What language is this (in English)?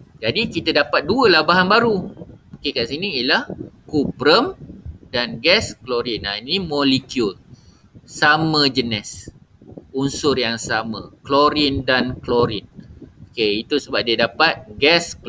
Malay